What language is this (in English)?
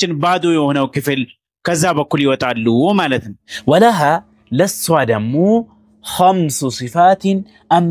Amharic